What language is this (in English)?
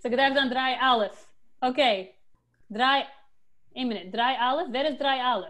Yiddish